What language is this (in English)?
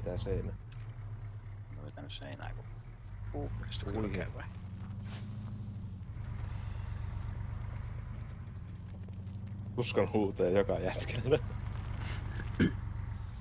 Finnish